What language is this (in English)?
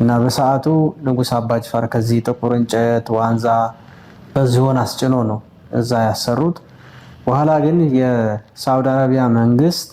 Amharic